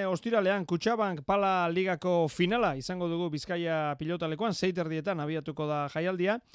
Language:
Basque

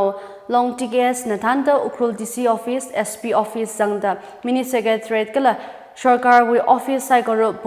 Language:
Tangkhul Naga (India)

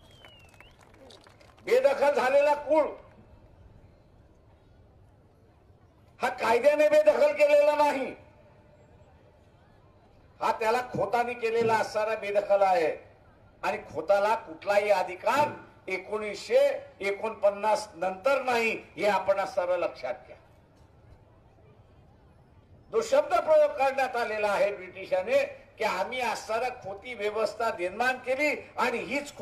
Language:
Marathi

